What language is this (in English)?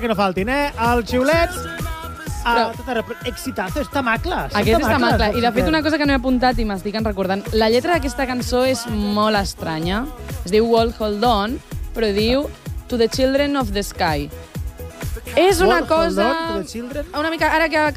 Catalan